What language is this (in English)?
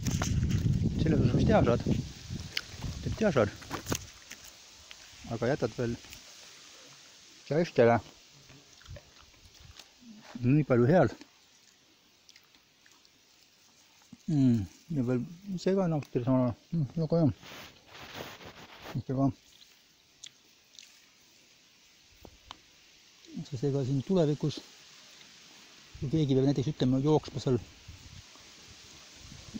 Estonian